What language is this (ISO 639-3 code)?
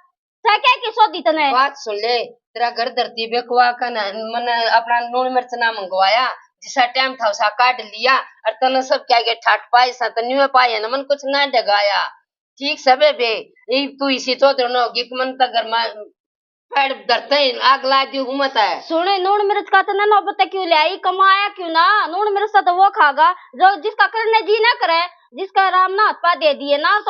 bgc